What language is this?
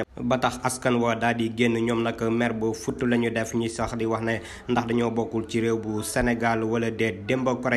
Wolof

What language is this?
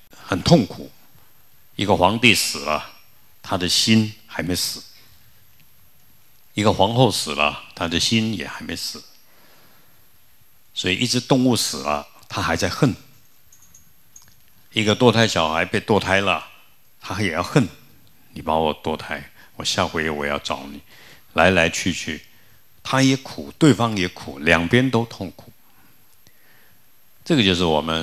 Chinese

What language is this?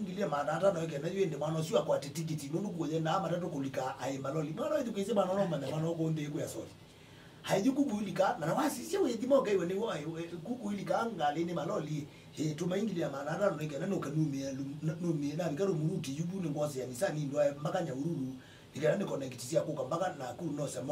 Kamba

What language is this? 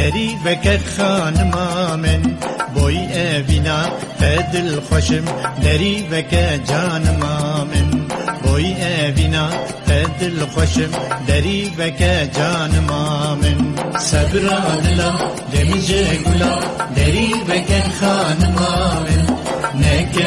Kurdish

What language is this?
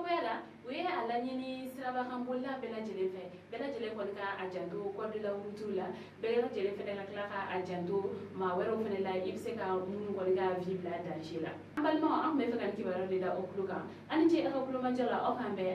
Bambara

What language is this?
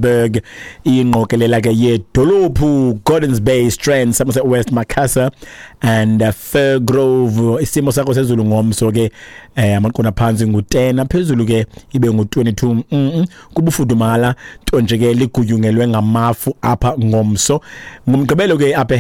Xhosa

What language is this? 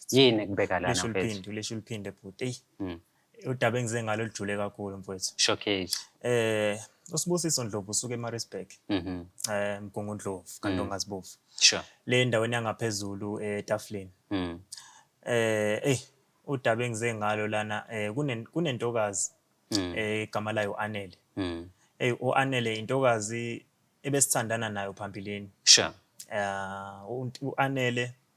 Zulu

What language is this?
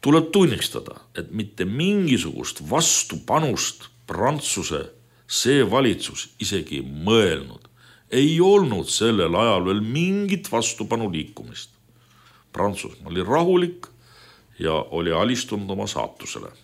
Estonian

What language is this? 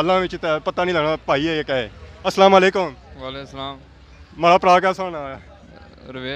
Pahari-Potwari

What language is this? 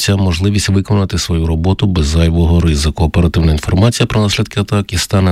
Ukrainian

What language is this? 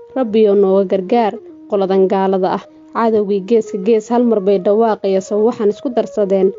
Somali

